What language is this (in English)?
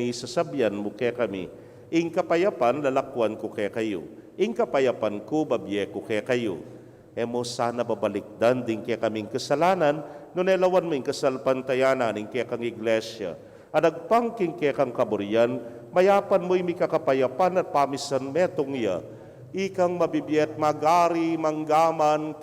Pampanga